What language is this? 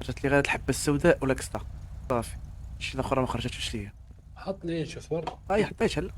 Moroccan Arabic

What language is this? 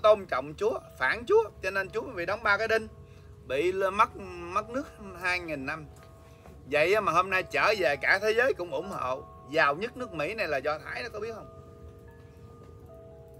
Vietnamese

